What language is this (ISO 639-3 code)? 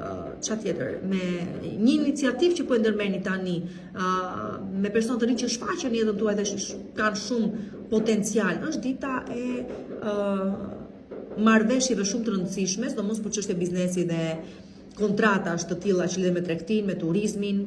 sqi